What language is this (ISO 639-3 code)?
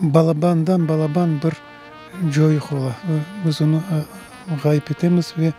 crh